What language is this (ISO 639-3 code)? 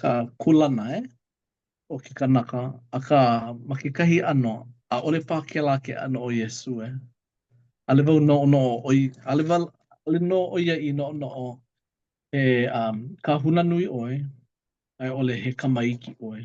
haw